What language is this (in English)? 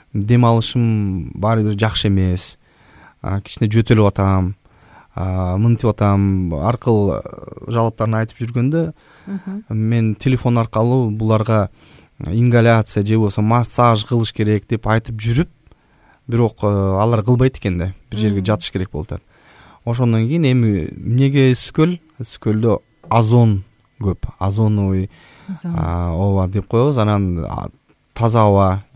Kyrgyz